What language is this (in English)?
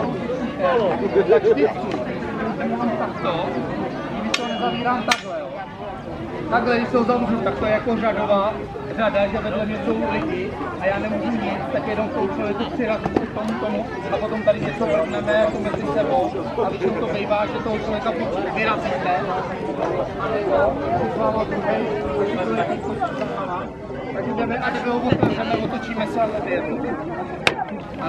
Czech